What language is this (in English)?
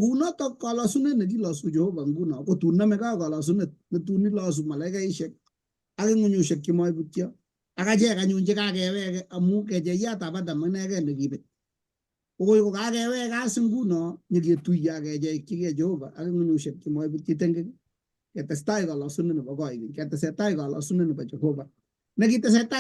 Kalenjin